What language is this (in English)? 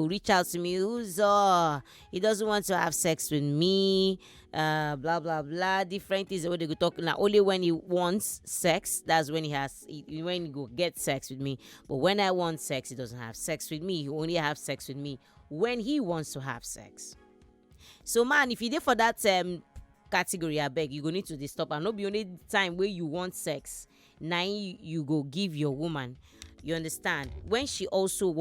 Nigerian Pidgin